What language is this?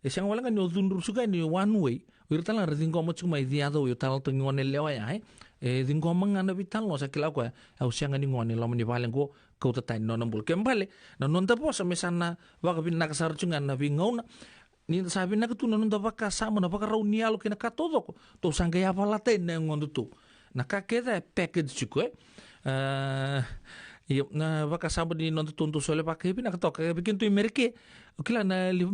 Fijian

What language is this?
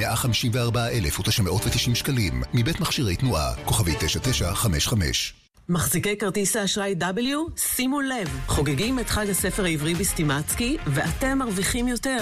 Hebrew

